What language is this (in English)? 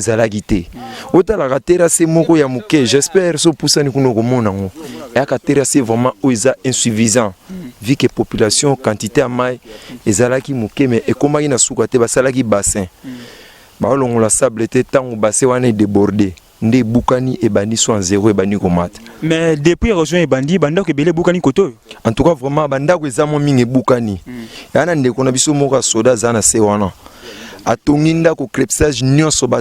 Lingala